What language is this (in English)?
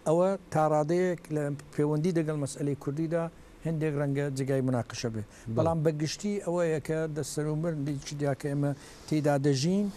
Central Kurdish